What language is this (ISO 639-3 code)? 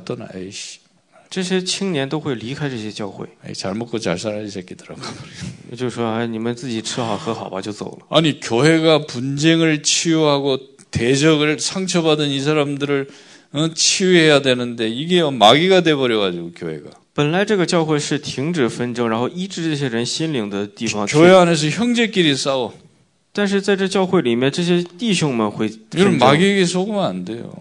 kor